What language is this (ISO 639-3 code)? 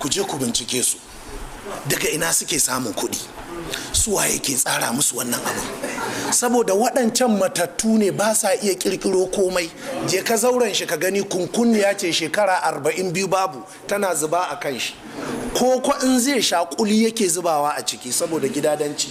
hau